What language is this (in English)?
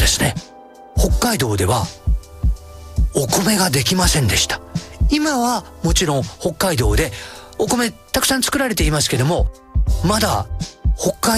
Japanese